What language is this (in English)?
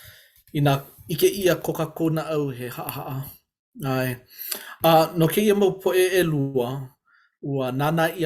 Hawaiian